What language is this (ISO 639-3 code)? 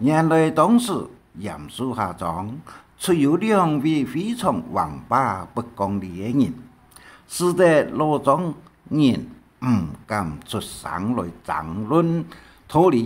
hak